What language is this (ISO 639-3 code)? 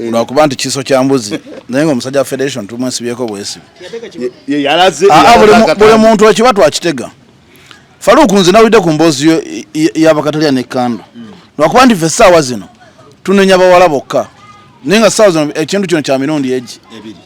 lug